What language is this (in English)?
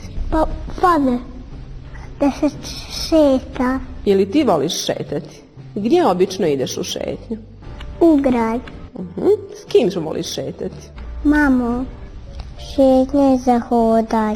Bosnian